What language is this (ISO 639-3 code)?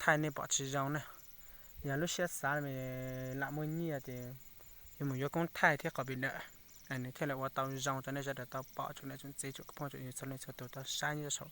hmn